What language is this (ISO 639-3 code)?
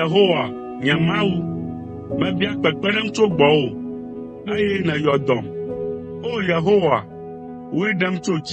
ewe